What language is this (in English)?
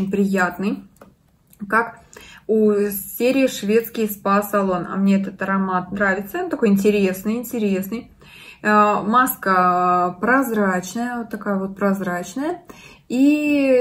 Russian